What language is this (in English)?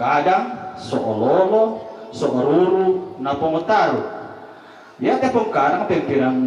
Toraja-Sa'dan